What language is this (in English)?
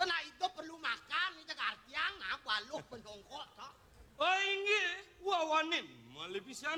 Balinese